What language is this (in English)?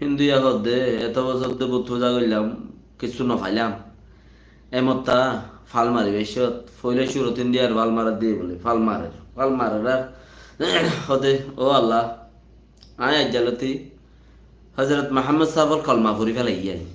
Rohingya